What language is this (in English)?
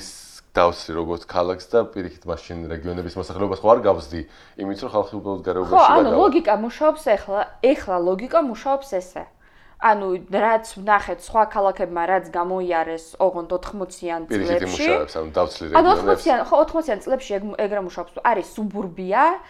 Georgian